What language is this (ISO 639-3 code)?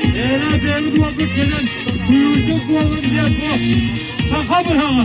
sah